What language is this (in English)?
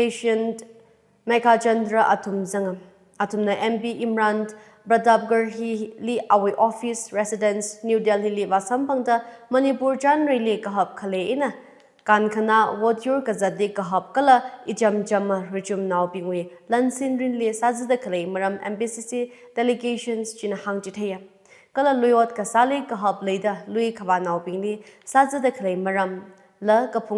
Tangkhul Naga (India)